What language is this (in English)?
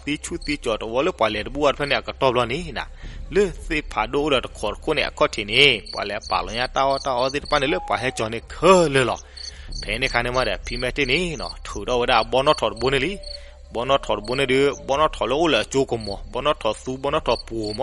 S'gaw Karen